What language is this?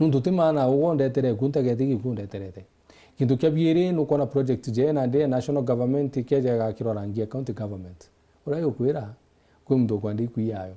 Meru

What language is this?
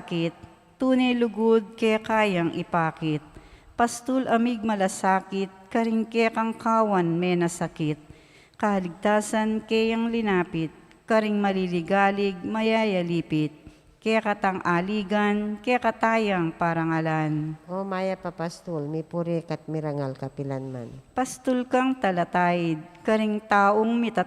Pampanga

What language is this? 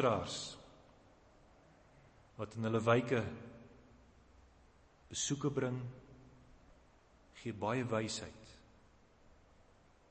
Afrikaans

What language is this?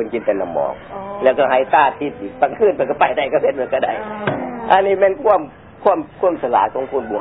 Thai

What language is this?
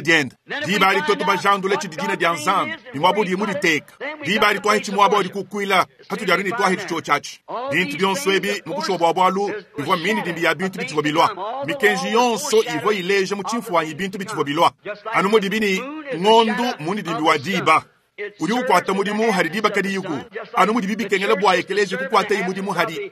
Luba-Lulua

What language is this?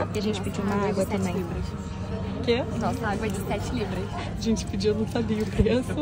Portuguese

